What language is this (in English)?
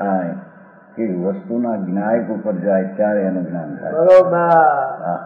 Gujarati